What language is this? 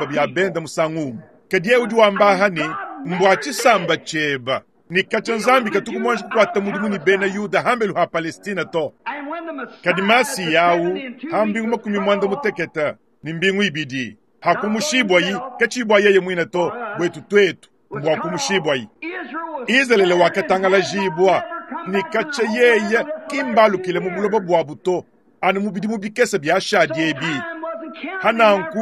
Luba-Lulua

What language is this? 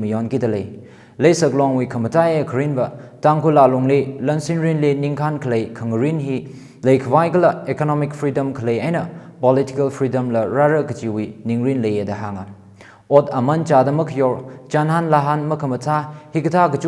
Tangkhul Naga (India)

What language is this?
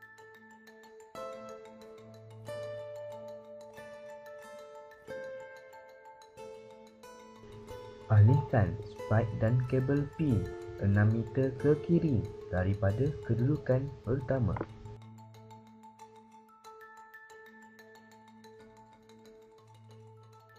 Malay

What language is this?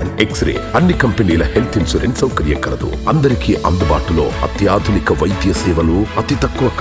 Telugu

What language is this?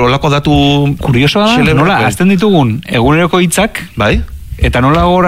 Basque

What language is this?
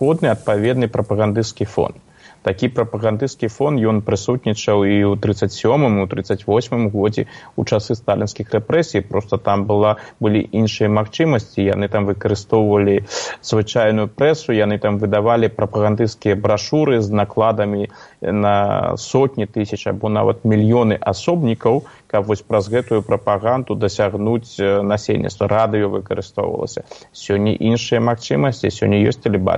Belarusian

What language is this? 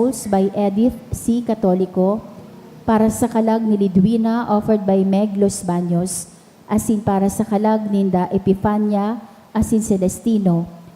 Bikol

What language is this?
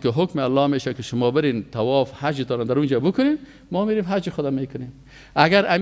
Persian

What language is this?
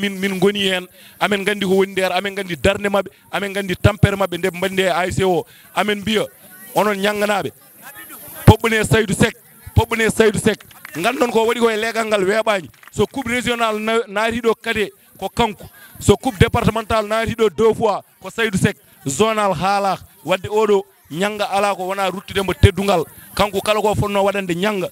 Fula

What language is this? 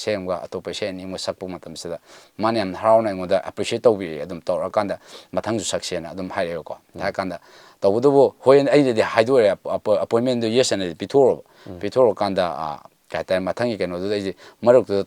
Manipuri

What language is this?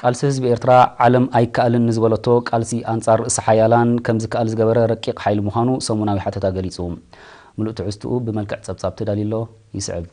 Tigrinya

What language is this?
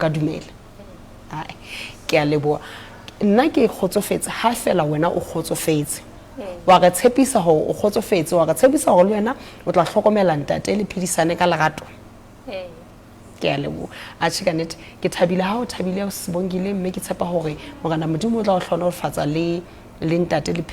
Southern Sotho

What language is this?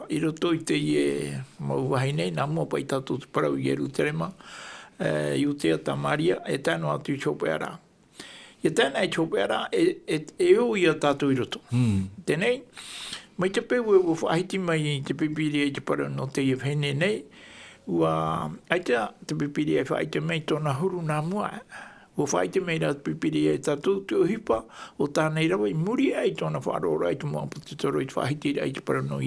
Tahitian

